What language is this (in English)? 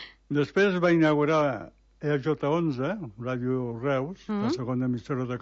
Catalan